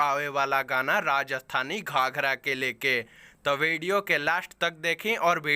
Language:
Bhojpuri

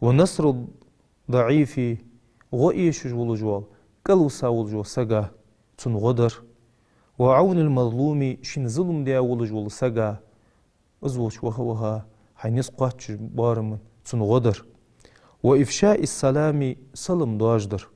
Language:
Ingush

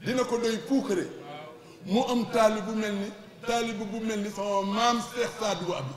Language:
Wolof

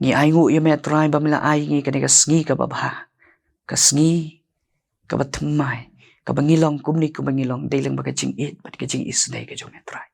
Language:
Khasi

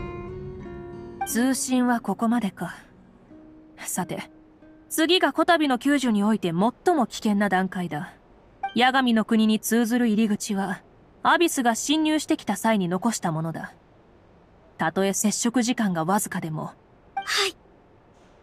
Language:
Japanese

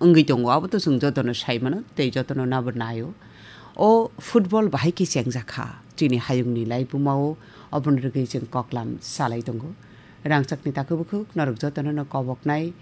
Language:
Kok Borok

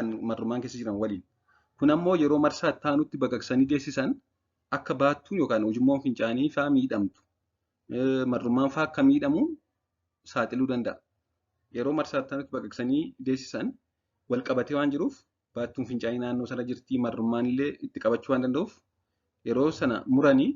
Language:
Oromo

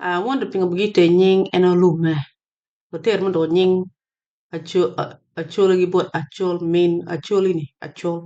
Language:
Acoli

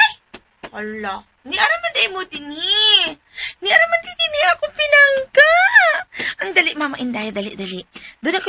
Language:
Cebuano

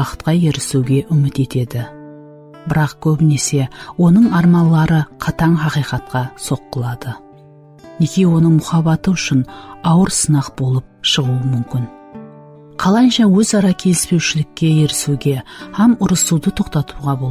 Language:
Kara-Kalpak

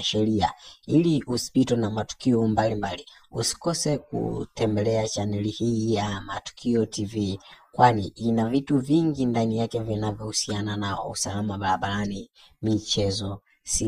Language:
Swahili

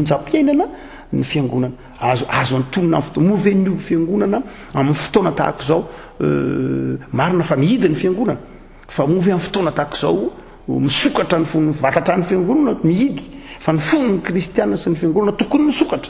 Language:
Malagasy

